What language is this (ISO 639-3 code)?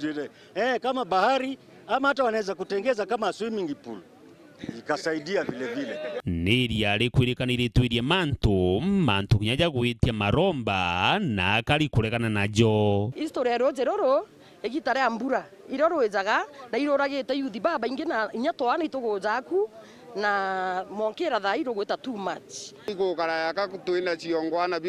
mer